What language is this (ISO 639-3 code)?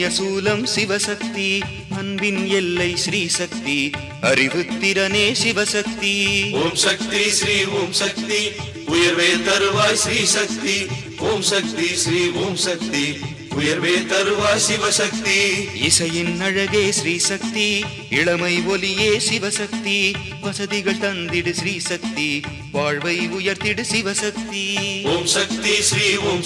tam